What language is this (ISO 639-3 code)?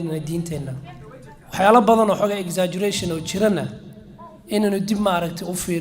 som